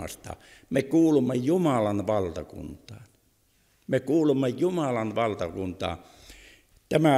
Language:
Finnish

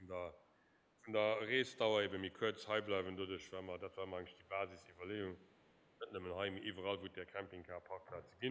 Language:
Luxembourgish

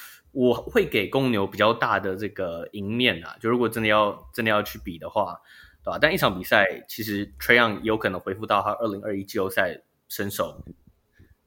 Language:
Chinese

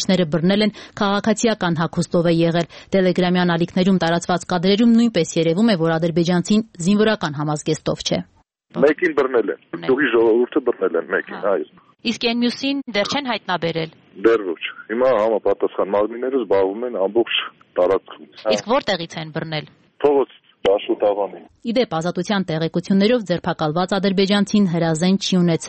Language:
Armenian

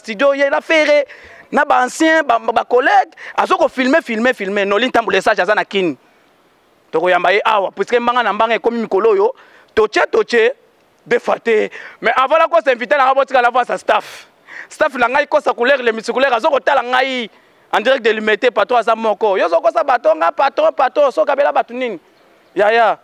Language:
Lingala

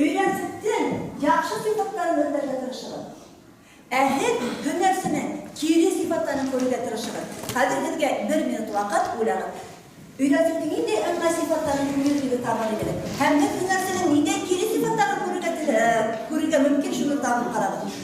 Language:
Bashkir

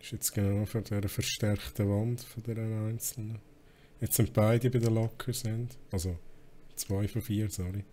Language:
Swiss German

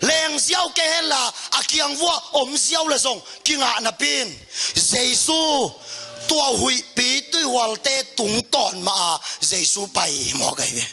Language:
Tedim Chin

